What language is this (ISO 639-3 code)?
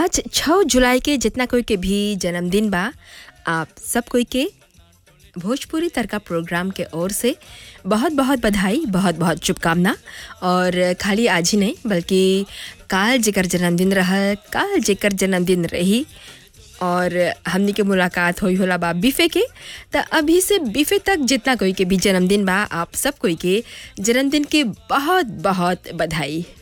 bho